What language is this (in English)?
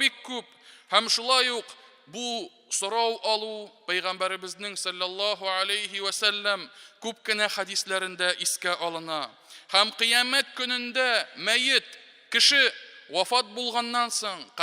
Tatar